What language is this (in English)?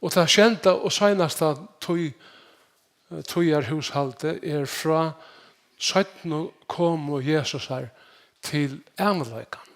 Faroese